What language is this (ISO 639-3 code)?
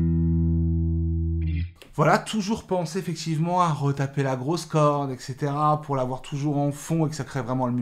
fra